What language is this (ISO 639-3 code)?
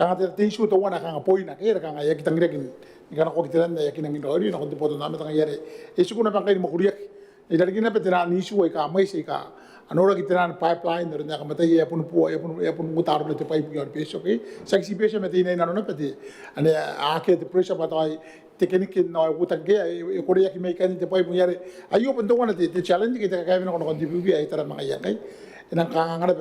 gil